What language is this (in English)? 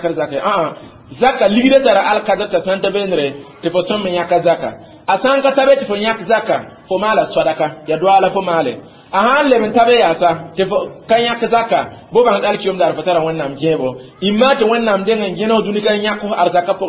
Mossi